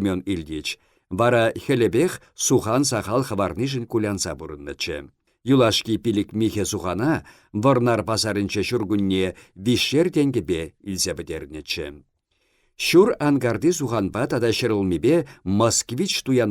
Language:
Chuvash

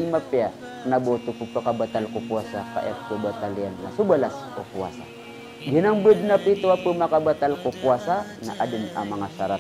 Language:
Maranao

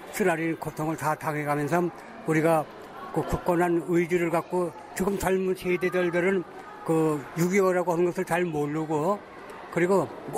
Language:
Korean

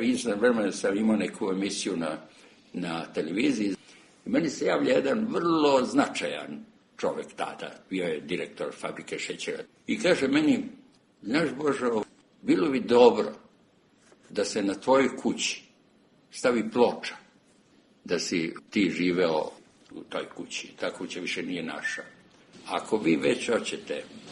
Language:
Serbian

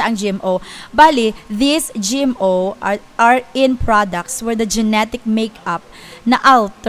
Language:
Hiligaynon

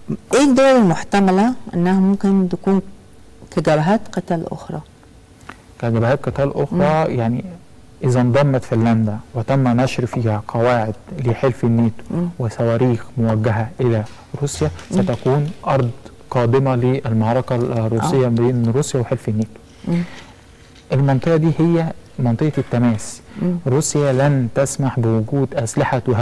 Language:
Arabic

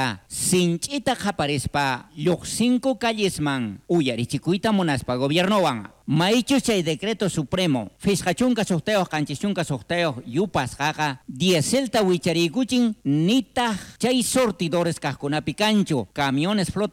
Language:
South Bolivian Quechua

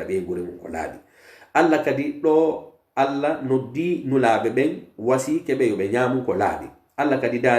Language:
Pular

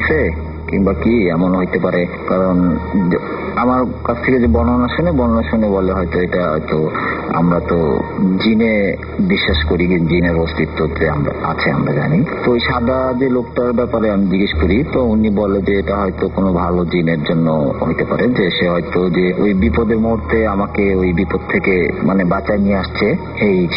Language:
Bangla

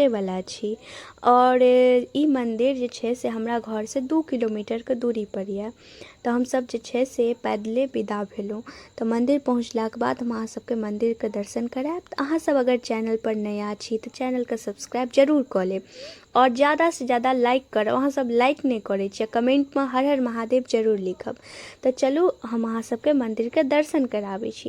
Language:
Maithili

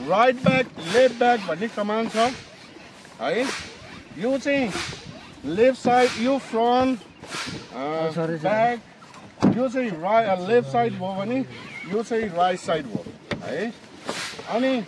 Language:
Nepali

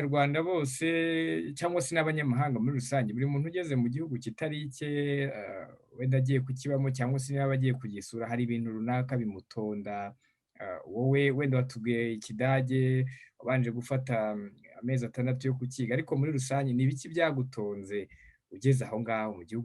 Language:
Kinyarwanda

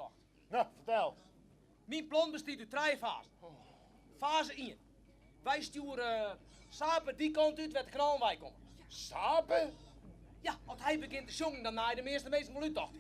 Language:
Western Frisian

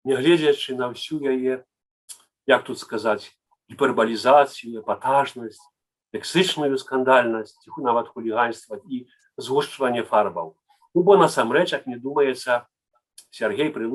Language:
Belarusian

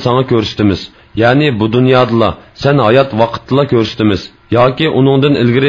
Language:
Uyghur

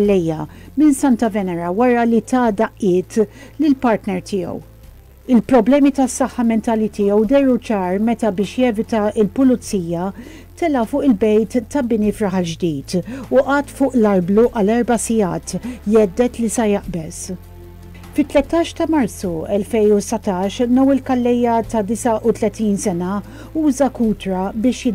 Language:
Maltese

